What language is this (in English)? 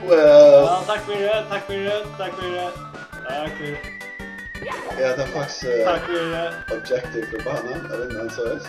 Faroese